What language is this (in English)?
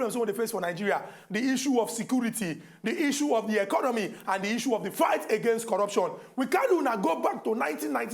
Nigerian Pidgin